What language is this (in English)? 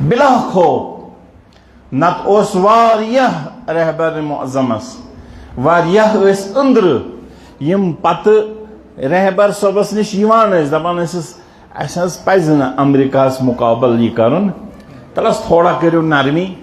Kashmiri